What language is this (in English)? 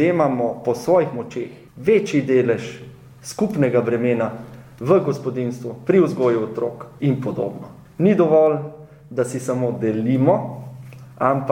Slovenian